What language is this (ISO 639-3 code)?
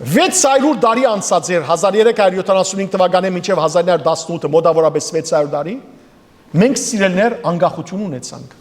hyw